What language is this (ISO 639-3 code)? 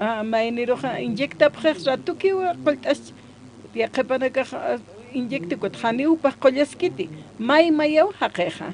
aym